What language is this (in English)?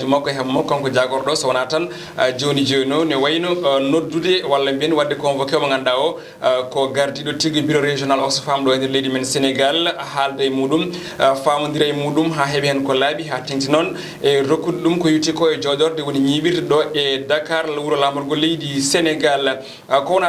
Fula